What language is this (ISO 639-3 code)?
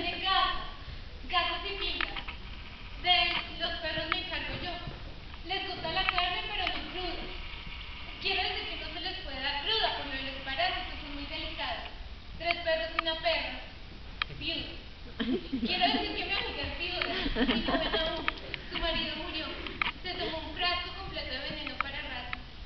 spa